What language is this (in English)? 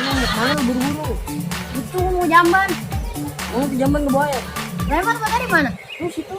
Betawi